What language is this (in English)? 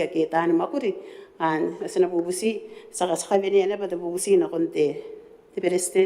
Gilbertese